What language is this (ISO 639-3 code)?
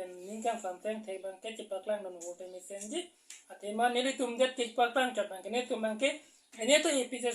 mjw